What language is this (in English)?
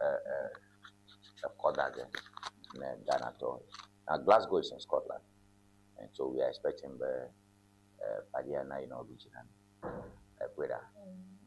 Ewe